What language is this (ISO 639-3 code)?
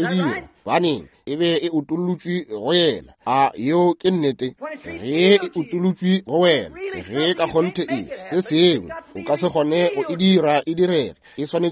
nso